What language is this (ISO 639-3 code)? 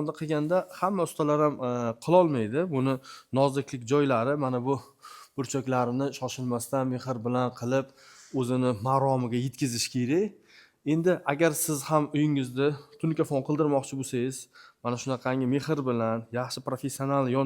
uzb